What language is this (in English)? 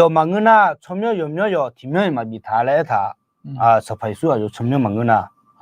Akha